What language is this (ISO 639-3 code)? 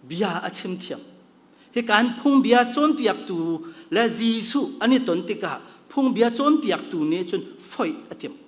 cnh